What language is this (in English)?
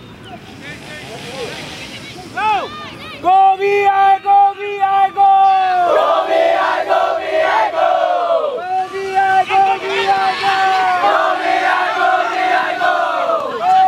Malay